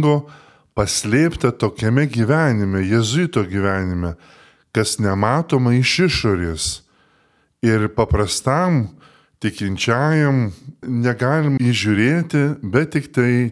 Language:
Lithuanian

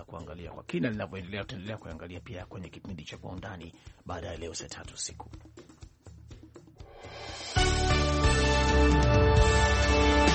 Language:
Swahili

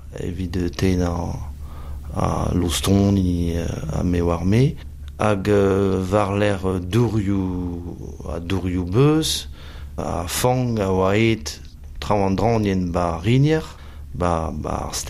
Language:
Breton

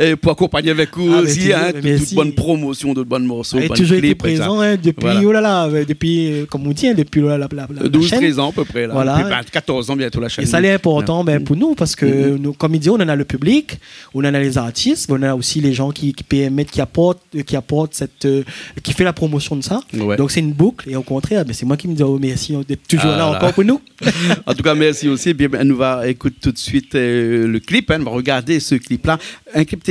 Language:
Réunion Creole French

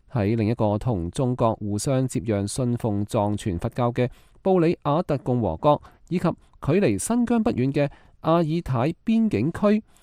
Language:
Cantonese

